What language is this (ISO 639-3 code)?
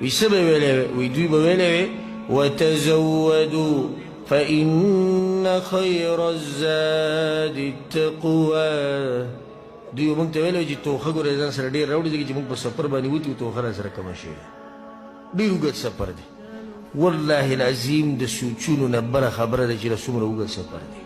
pus